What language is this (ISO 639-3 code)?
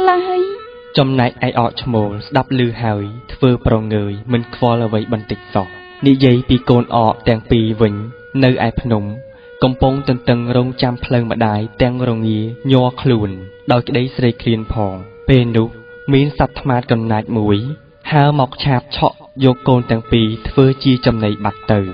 khm